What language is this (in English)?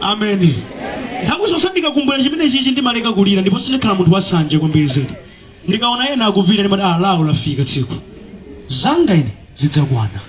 Nyanja